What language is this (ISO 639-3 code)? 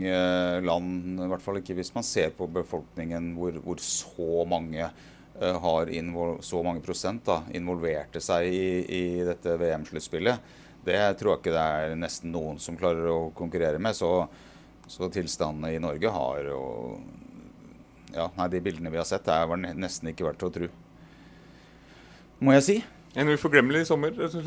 nor